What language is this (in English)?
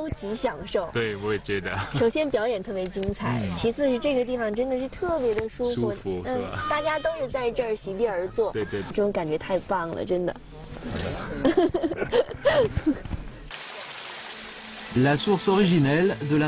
Chinese